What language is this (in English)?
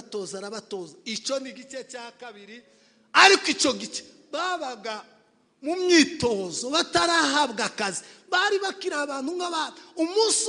Kinyarwanda